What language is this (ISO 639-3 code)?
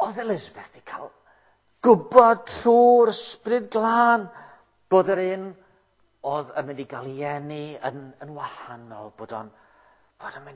cym